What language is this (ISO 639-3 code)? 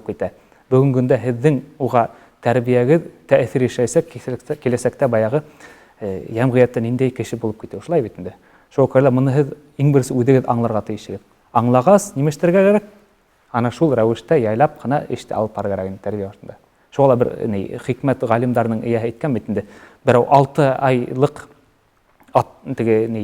bak